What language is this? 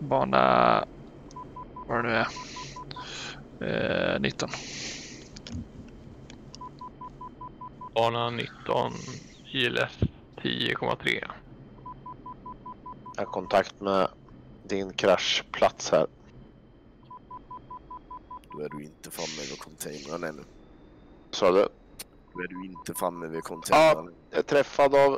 Swedish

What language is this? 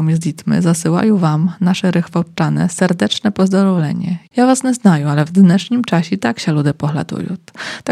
Polish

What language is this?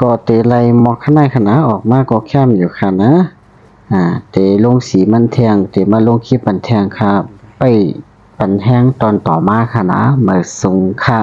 Shan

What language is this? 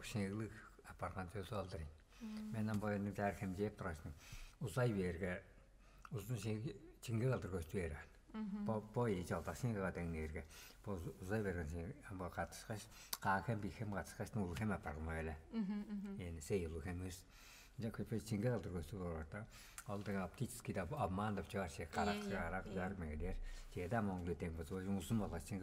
Tuvinian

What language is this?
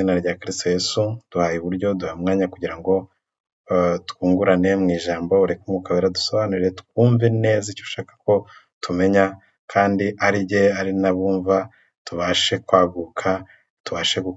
Kinyarwanda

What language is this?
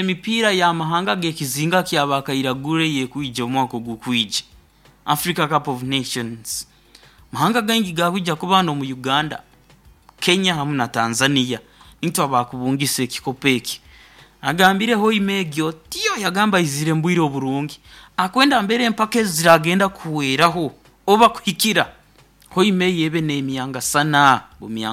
Nyoro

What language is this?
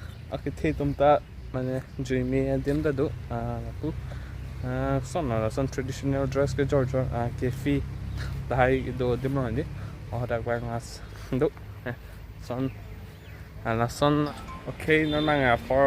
Karbi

